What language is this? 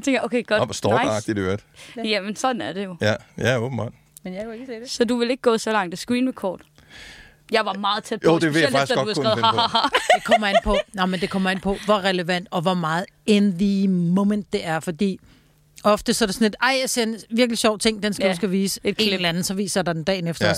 Danish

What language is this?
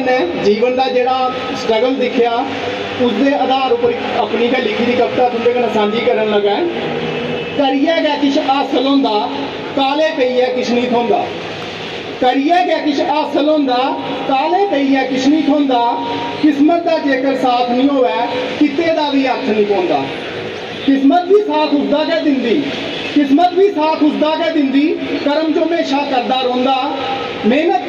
Dogri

